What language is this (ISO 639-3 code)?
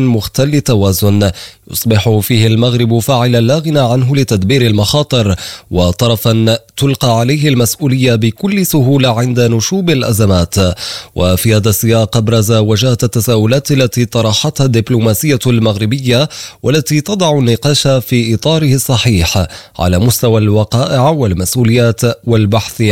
ara